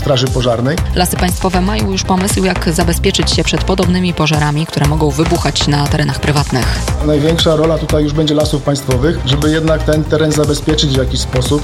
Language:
Polish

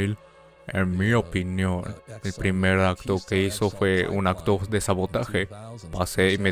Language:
Spanish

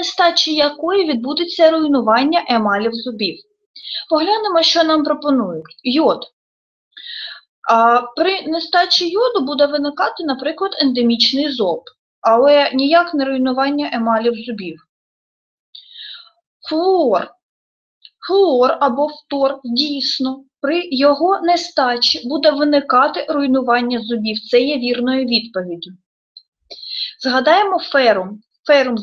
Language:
Ukrainian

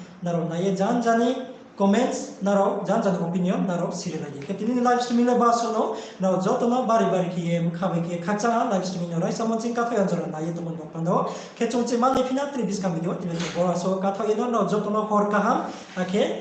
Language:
Riang (India)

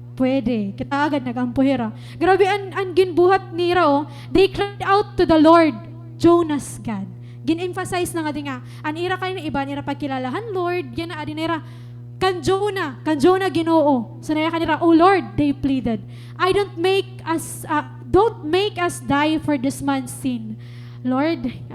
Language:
Waray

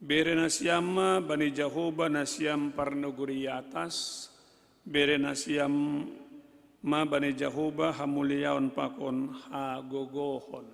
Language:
Batak Simalungun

